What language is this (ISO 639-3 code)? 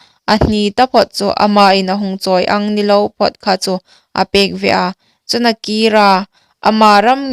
hmr